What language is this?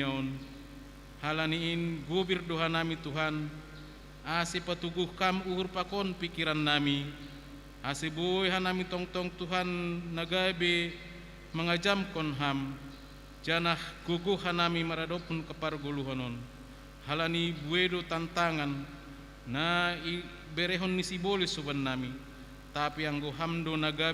Batak Simalungun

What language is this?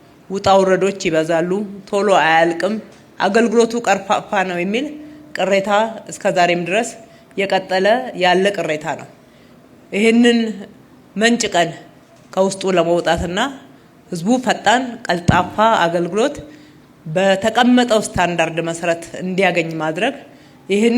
Amharic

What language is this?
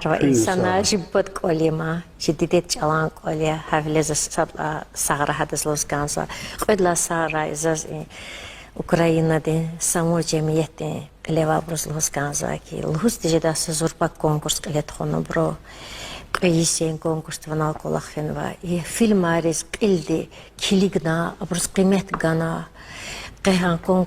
Lezghian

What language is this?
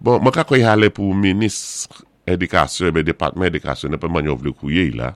Saint Lucian Creole French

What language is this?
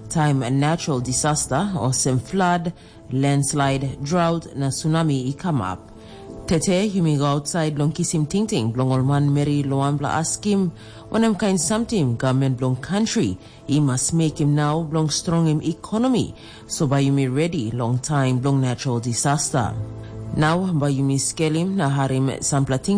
Tok Pisin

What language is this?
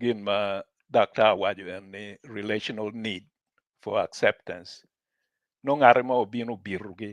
Acoli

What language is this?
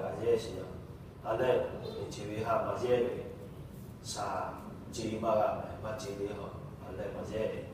Lahu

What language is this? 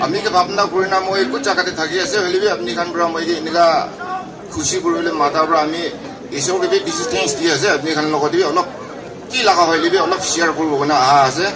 Naga Pidgin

